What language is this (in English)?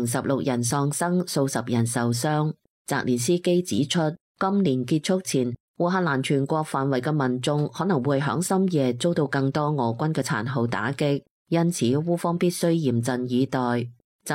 Cantonese